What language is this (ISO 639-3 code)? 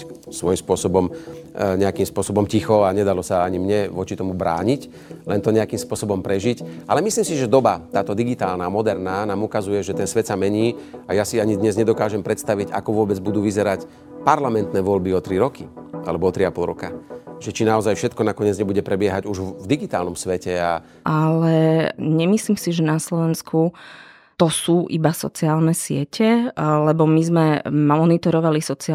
slk